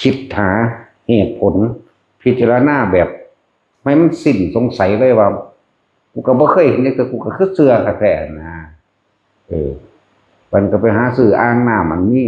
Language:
Northeastern Thai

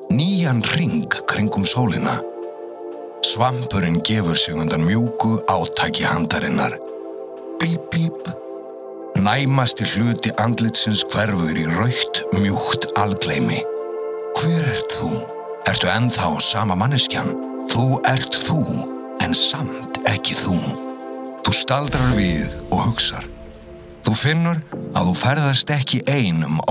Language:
Icelandic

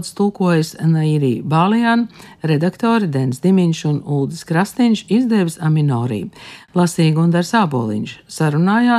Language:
Latvian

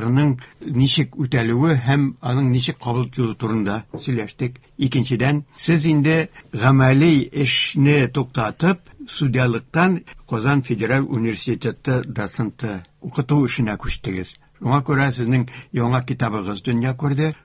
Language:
Tatar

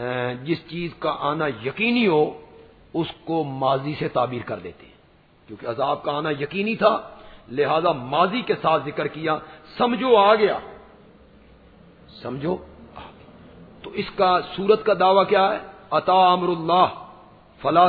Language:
Urdu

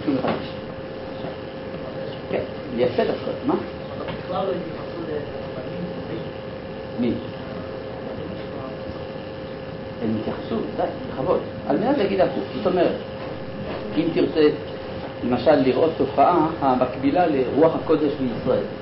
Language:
Hebrew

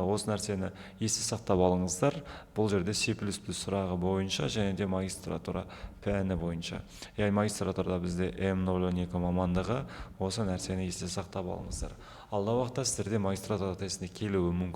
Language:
Kazakh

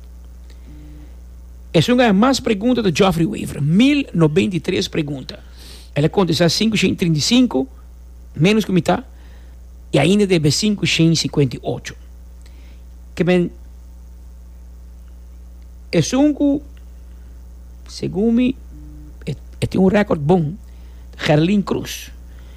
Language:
Portuguese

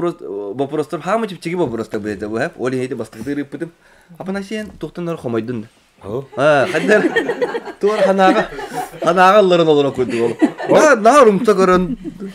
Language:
Yakut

